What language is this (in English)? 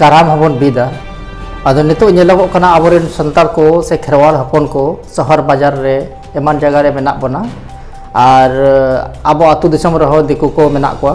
Santali